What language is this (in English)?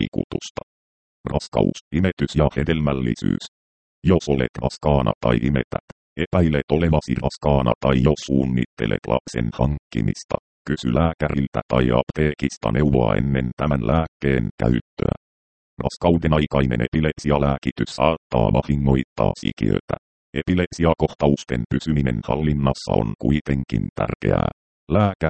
Finnish